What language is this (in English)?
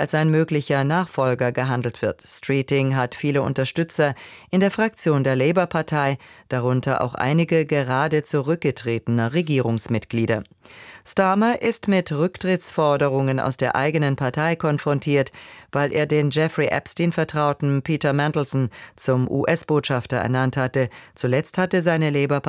German